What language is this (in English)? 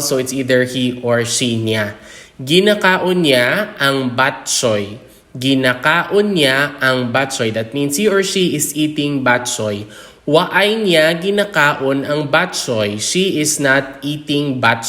Hiligaynon